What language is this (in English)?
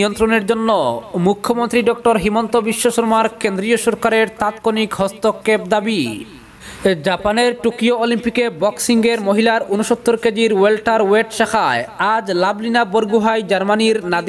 Bangla